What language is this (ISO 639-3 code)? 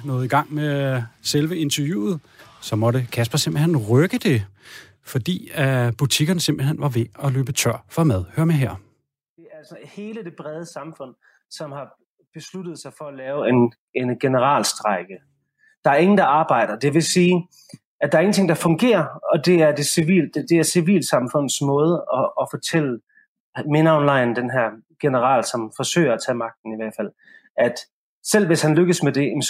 dan